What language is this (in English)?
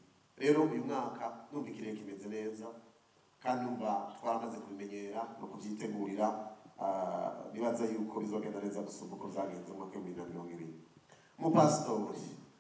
Rundi